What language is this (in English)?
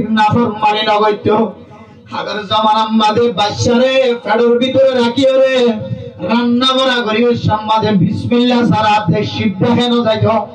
Rohingya